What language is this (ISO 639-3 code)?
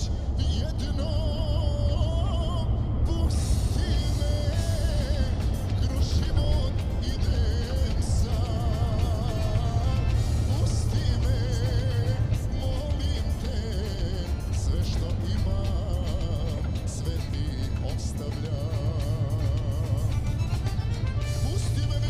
hrv